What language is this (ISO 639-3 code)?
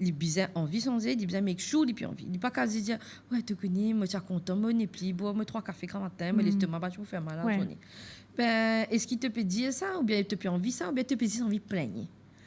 mfe